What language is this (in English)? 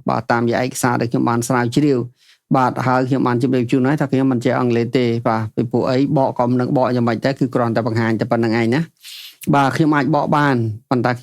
Khmer